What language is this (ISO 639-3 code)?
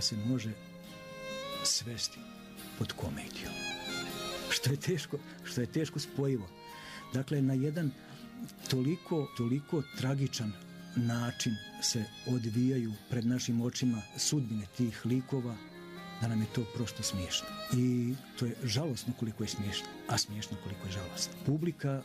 srp